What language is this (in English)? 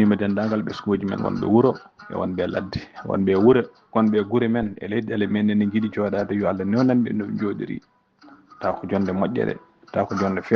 Fula